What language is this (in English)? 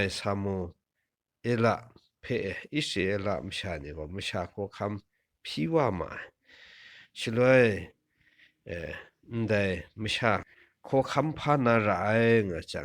Kachin